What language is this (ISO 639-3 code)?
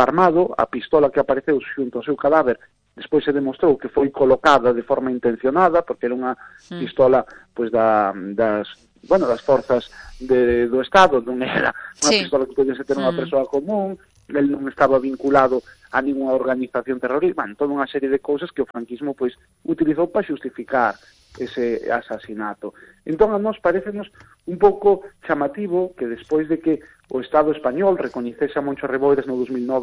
glg